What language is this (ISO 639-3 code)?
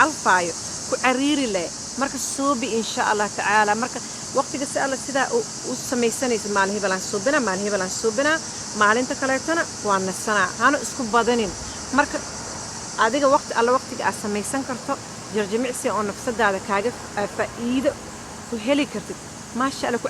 som